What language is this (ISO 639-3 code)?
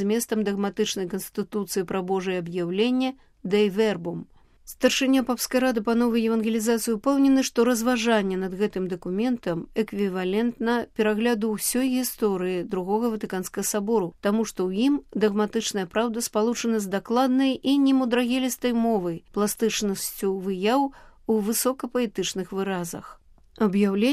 bel